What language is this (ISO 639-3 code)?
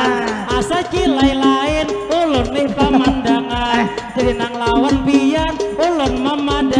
bjn